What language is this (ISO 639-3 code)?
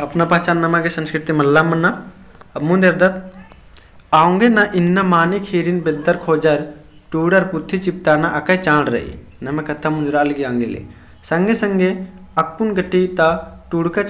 kru